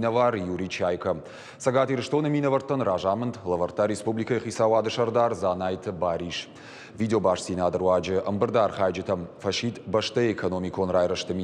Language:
Ossetic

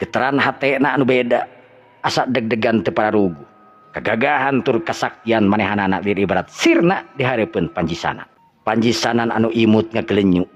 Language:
Sundanese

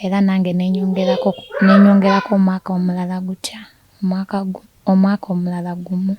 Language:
Ganda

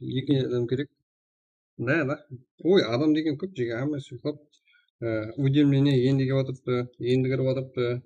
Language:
Kara-Kalpak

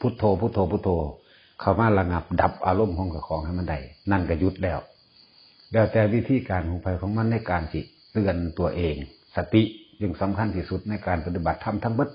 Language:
Northeastern Thai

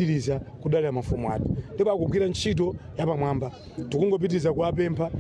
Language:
Nyanja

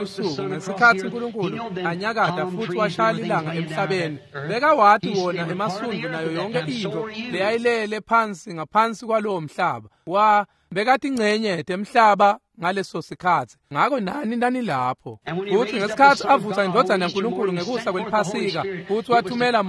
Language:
Swati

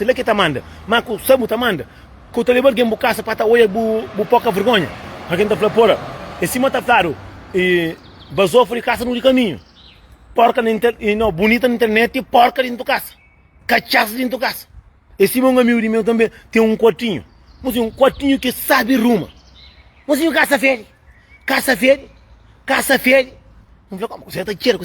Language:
Kabuverdianu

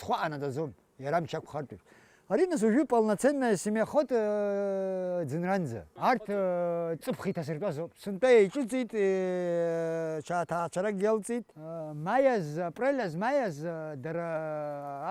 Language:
Abkhazian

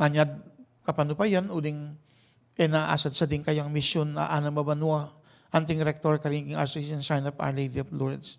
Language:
Pampanga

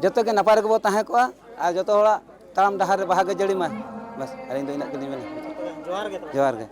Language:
Santali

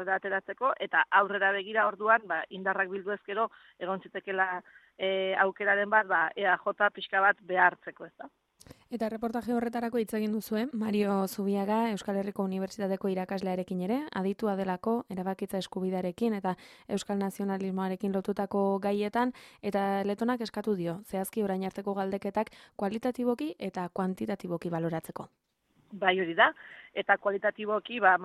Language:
Basque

